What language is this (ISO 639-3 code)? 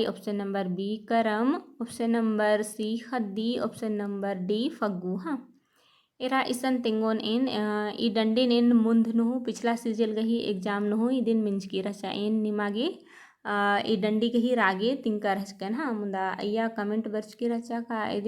kru